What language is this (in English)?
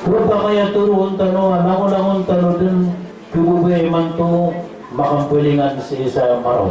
Maranao